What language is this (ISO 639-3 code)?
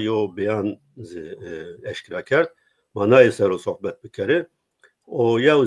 zza